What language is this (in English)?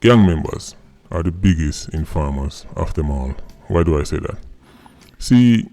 Jamaican Creole English